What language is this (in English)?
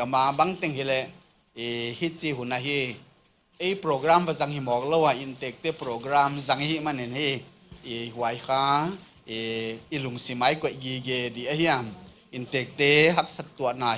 Paite Chin